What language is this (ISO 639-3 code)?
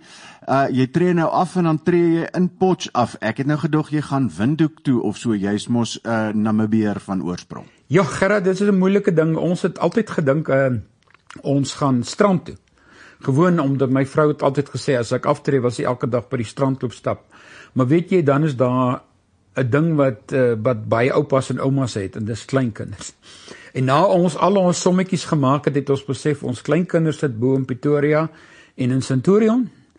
afr